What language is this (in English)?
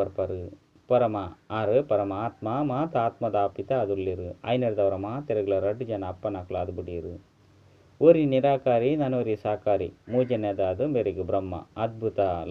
Tulu